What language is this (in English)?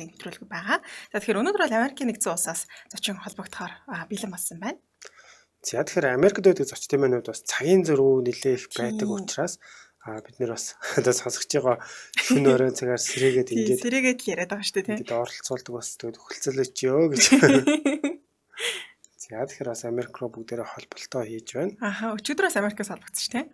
Mongolian